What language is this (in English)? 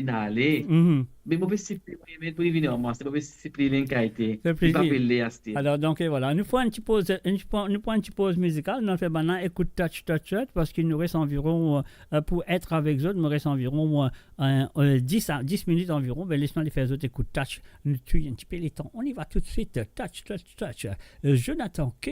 Morisyen